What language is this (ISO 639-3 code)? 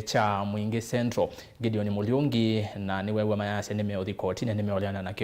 kam